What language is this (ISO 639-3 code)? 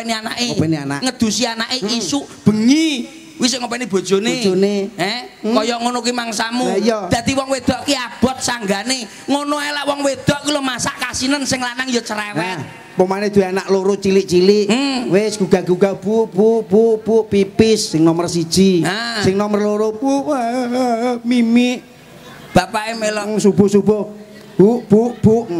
jav